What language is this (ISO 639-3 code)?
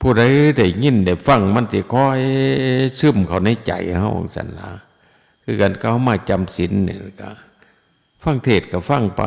tts